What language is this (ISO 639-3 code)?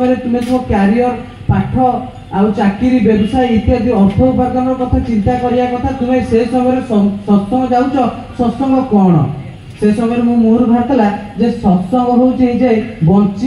ori